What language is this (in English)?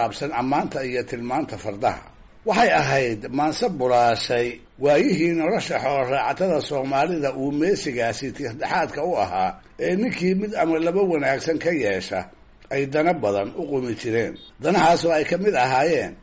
Somali